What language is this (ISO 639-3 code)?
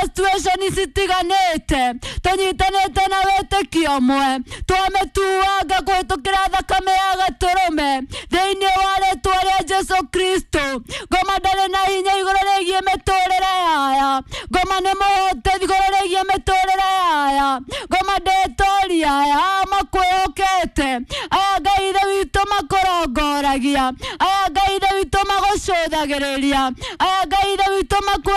kik